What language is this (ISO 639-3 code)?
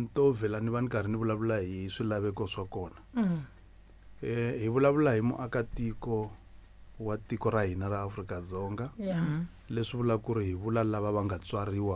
tso